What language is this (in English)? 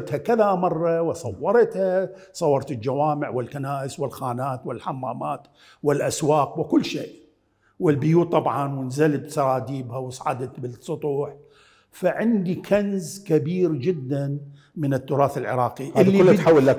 Mesopotamian Arabic